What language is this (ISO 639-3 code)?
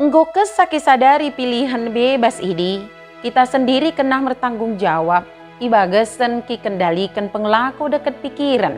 btd